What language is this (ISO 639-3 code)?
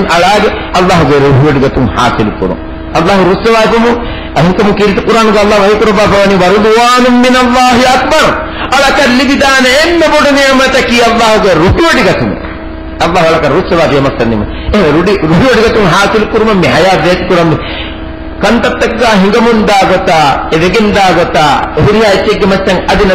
div